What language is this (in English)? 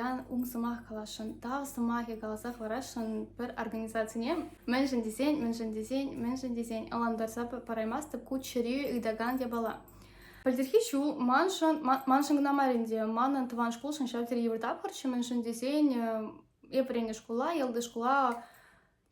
Chuvash